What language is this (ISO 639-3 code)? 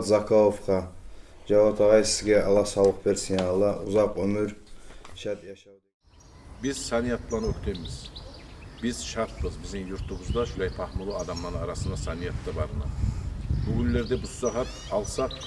kum